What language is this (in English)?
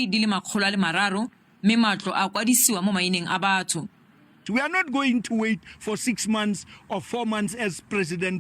Southern Sotho